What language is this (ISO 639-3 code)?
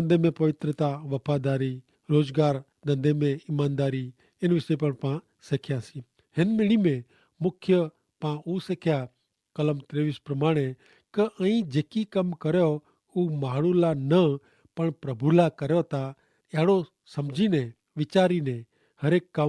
kfr